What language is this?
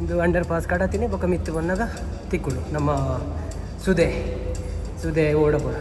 Tulu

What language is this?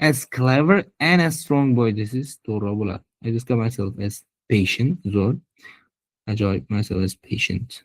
Uzbek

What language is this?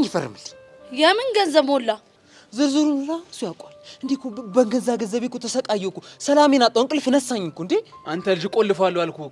Amharic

